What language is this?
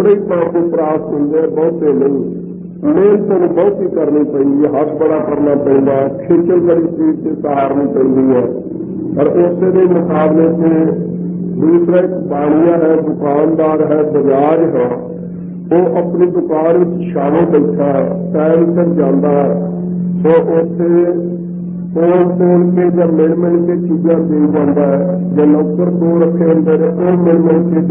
Punjabi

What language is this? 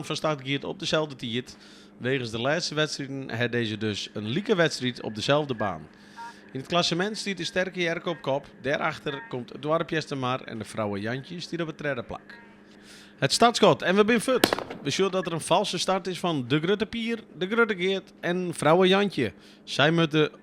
Western Frisian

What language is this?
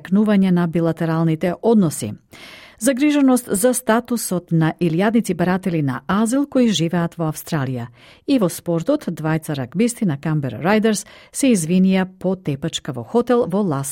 Macedonian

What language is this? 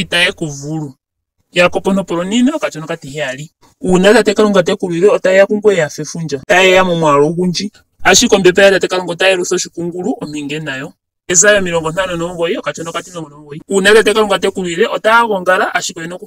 Ndonga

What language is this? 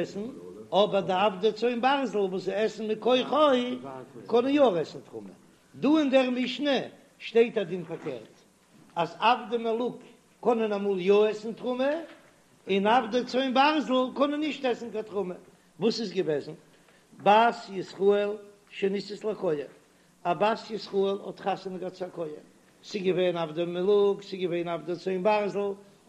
Yiddish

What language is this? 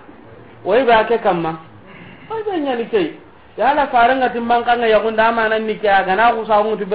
Soninke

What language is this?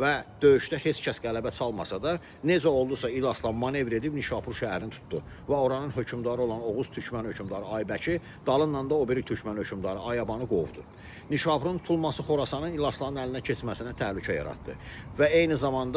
Azerbaijani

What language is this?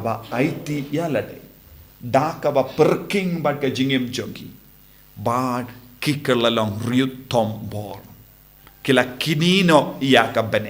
Khasi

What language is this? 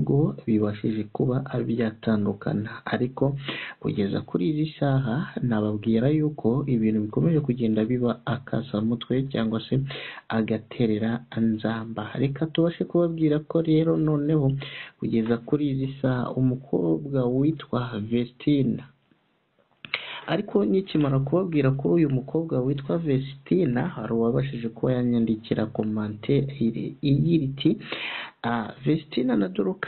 Kinyarwanda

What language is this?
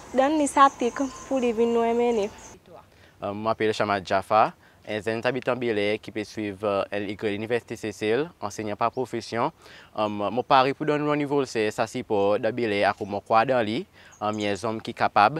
Seselwa Creole French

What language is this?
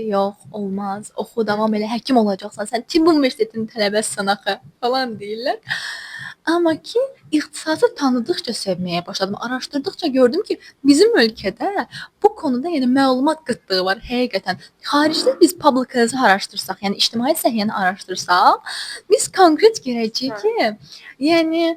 Azerbaijani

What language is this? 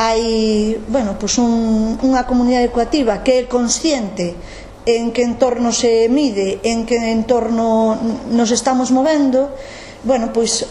Galician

